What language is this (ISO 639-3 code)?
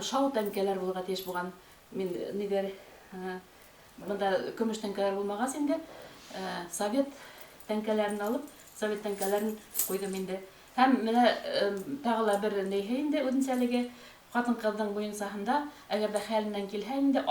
bak